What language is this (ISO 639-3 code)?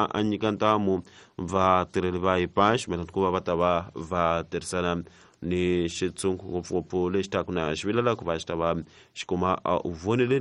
tso